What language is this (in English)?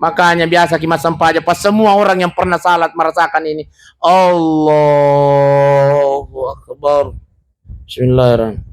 Buginese